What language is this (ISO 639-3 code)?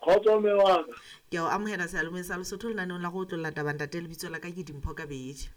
sot